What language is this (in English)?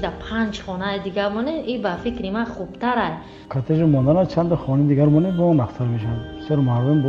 Tajik